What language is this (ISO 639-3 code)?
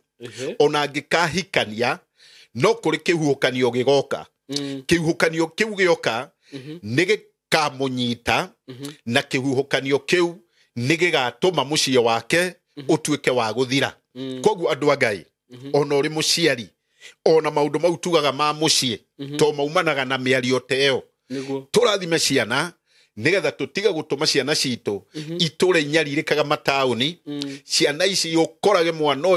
kik